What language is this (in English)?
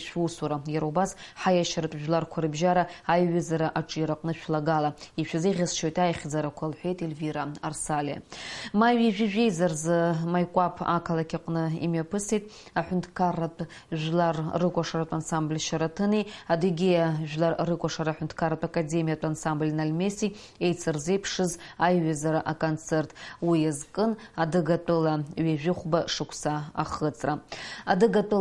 Abkhazian